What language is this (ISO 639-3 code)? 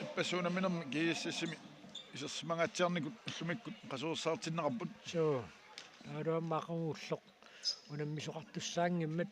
kal